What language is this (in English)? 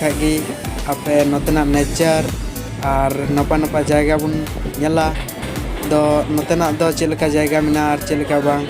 Santali